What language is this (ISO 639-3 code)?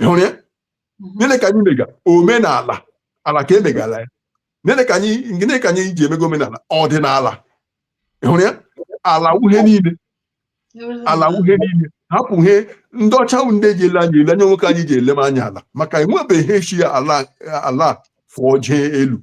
ibo